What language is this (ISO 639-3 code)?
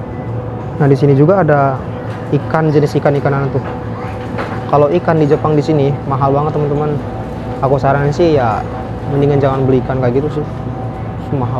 ind